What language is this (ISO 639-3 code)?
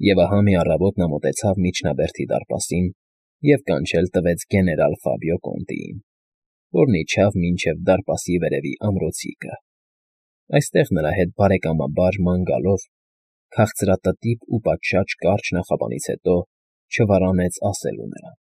hye